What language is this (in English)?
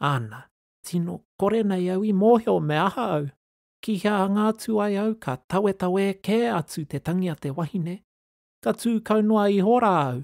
Māori